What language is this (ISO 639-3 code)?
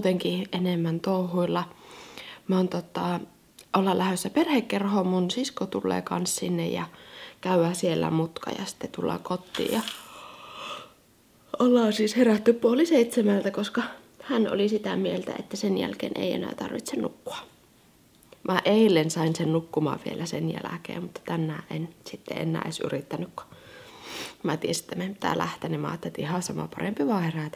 fin